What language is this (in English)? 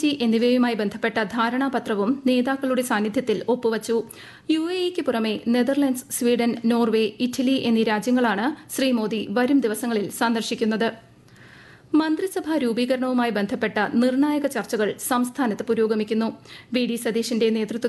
Malayalam